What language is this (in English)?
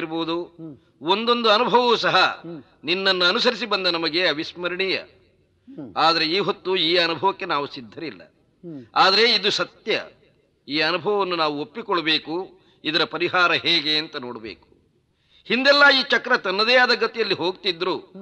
Kannada